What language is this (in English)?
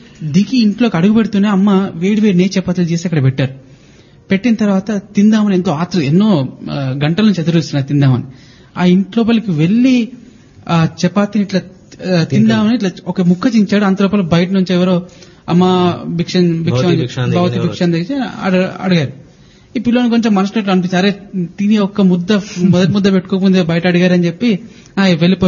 Telugu